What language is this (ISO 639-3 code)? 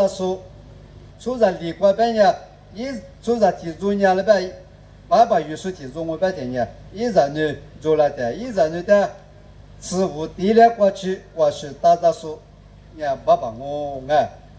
lis